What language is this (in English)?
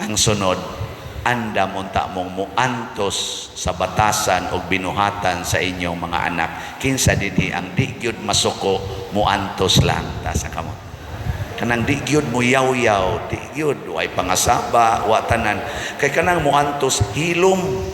Cebuano